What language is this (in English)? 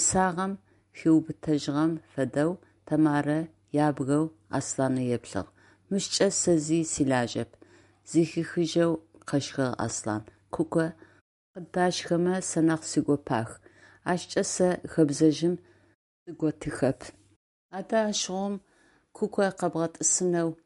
Adyghe